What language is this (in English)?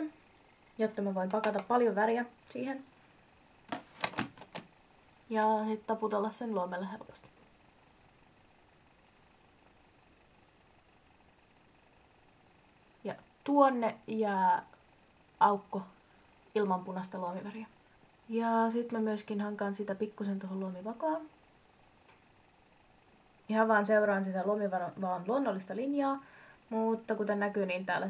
Finnish